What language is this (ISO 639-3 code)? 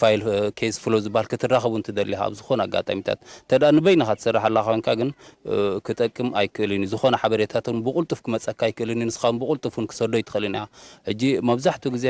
tir